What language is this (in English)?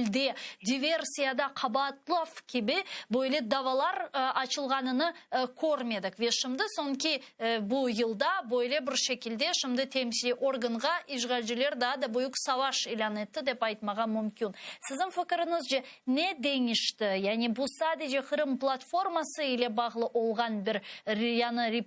Crimean Tatar